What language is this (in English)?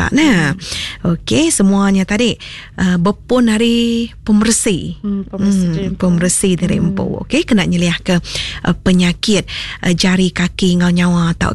Iban